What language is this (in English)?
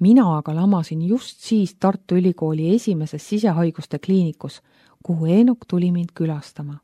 Estonian